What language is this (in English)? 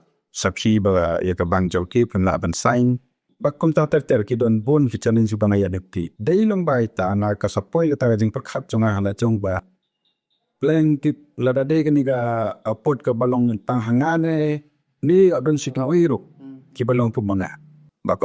Khasi